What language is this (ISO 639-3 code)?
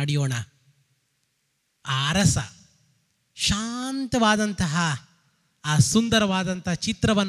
kan